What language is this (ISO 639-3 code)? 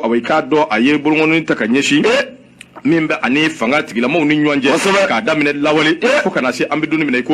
bam